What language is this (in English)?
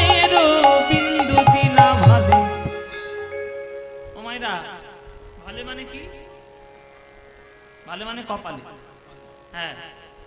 Bangla